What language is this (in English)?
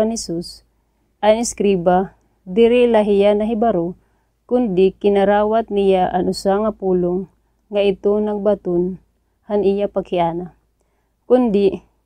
Waray